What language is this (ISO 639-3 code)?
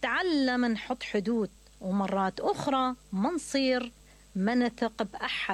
acm